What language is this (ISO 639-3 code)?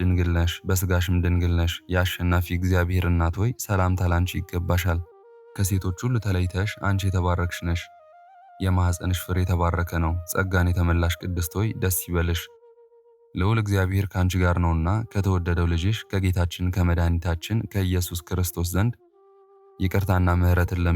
amh